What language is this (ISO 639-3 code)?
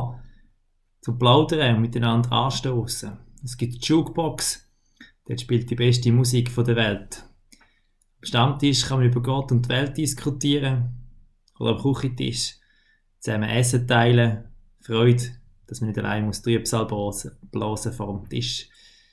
gsw